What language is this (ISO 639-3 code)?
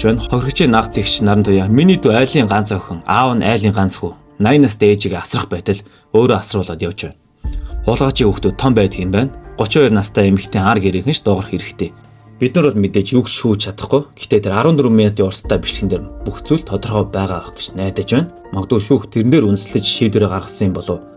mon